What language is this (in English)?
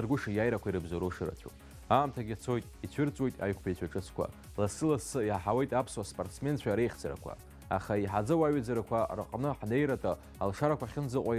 Abkhazian